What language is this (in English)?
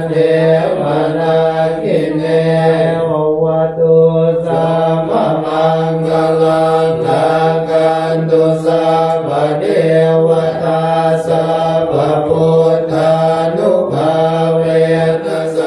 Pali